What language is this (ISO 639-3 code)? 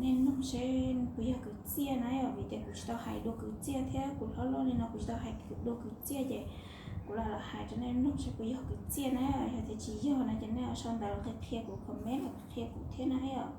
hmn